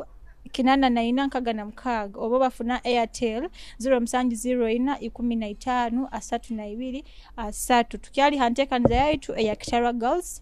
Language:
Nyoro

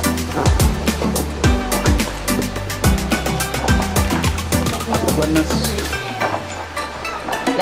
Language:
Malay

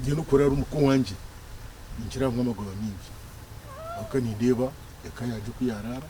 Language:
Nyankole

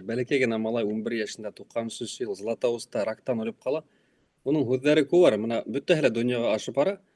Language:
Bashkir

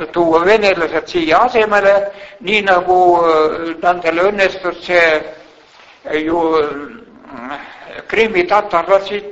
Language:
Estonian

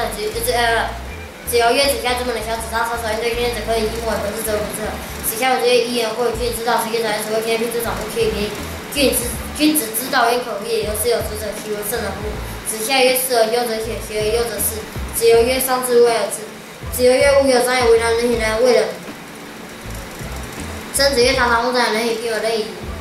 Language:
Literary Chinese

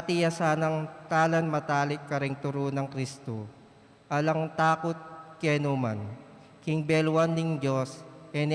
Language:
Pampanga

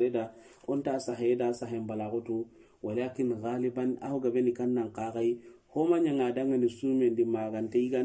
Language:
Soninke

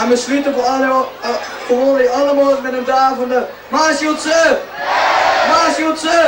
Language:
Limburgish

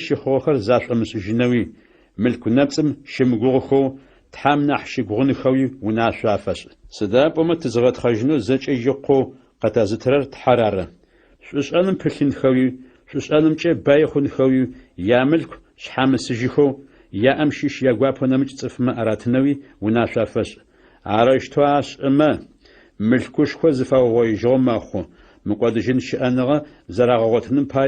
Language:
Adyghe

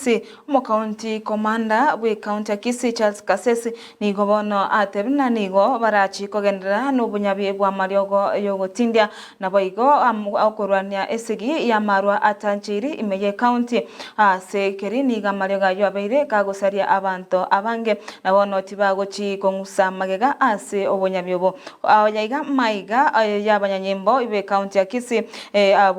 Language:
Gusii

